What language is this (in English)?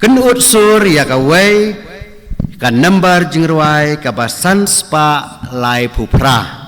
Khasi